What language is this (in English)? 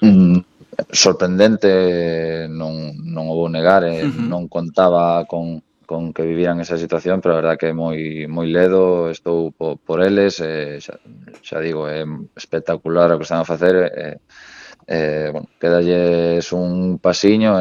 Galician